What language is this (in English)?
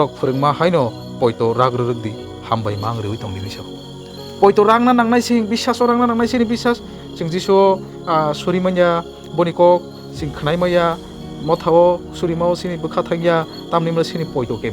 Kok Borok